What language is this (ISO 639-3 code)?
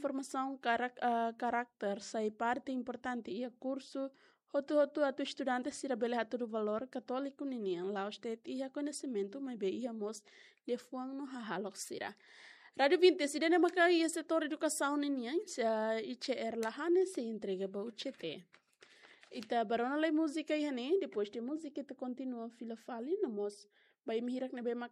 tet